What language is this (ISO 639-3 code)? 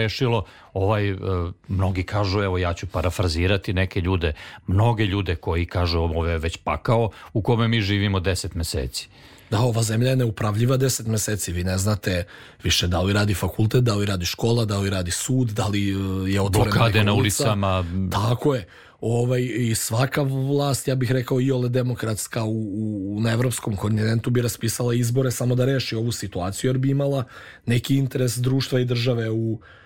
srp